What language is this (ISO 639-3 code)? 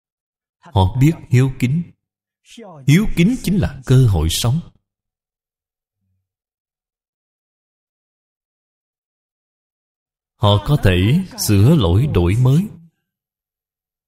vie